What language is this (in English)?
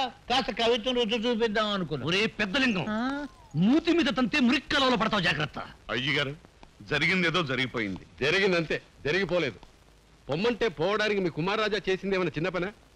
Telugu